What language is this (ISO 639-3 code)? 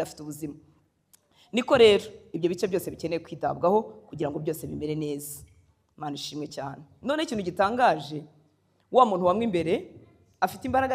kin